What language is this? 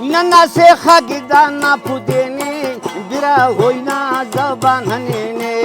Brahui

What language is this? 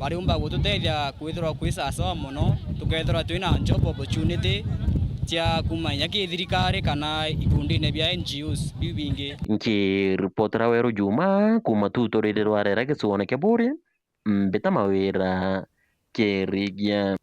Meru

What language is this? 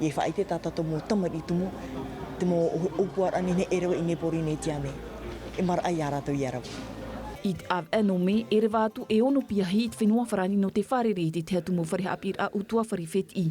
Tahitian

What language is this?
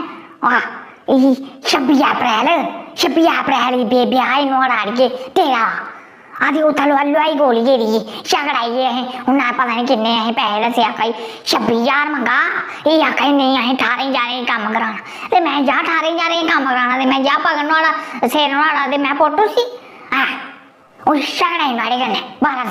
Dogri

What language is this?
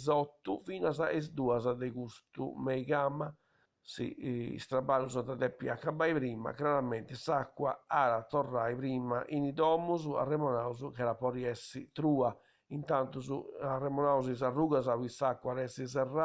Sardinian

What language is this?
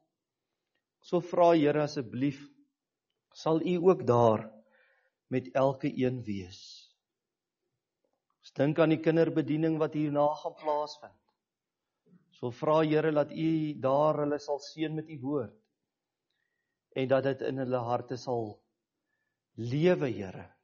Afrikaans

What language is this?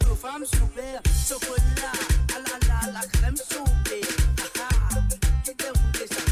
Morisyen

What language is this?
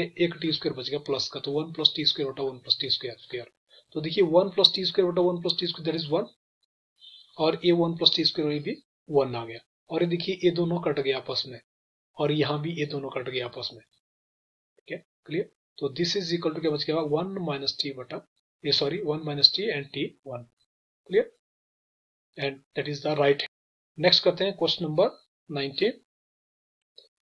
Hindi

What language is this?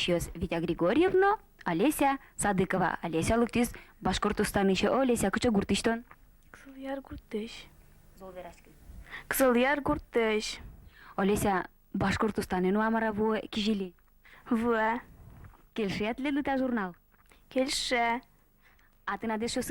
Udmurt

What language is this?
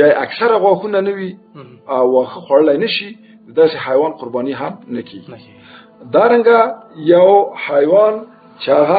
Pashto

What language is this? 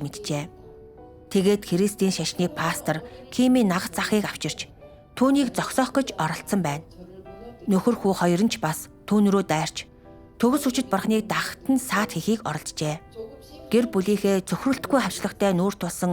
Mongolian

